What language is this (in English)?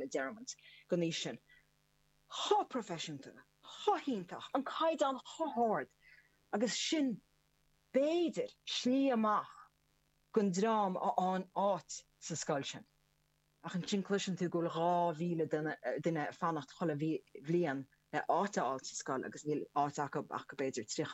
Irish